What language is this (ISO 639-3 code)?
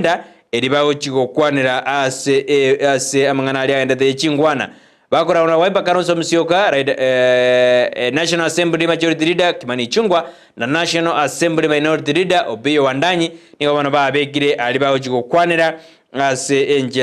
guz